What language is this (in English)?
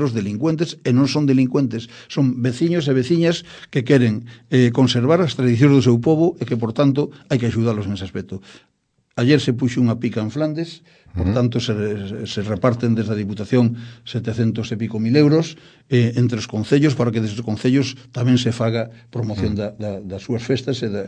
Galician